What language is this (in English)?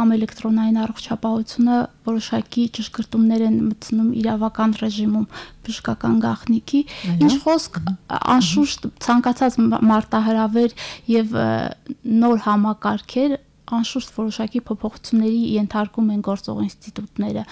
Armenian